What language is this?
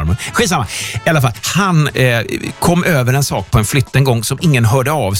Swedish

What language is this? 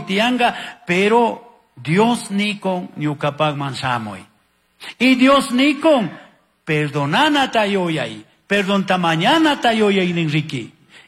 Chimborazo Highland Quichua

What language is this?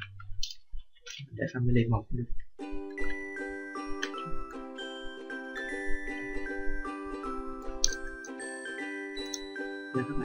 Vietnamese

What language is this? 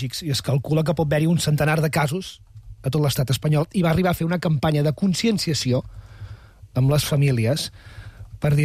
Catalan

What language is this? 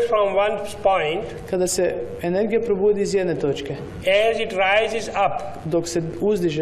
Croatian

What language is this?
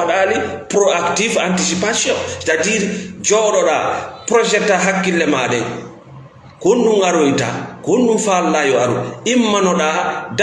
Fula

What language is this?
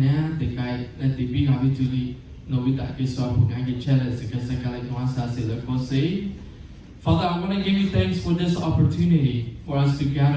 Lahu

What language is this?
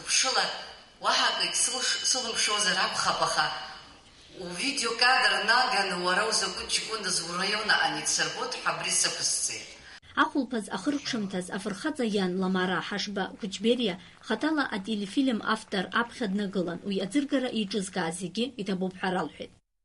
Abkhazian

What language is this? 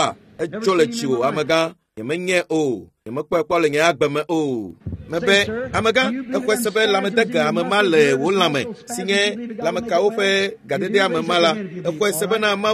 Ewe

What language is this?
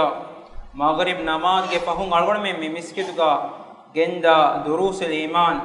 Divehi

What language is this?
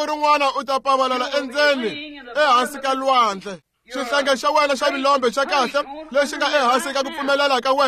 Tsonga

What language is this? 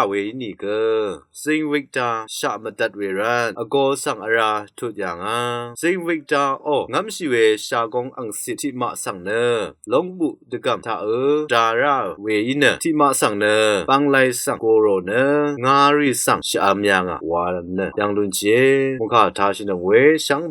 Rawang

